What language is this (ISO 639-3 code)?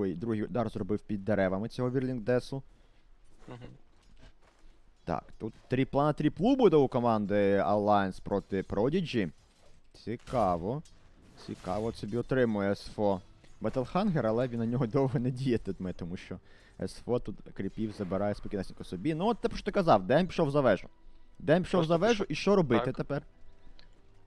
ukr